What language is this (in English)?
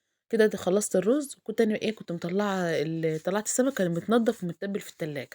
Egyptian Arabic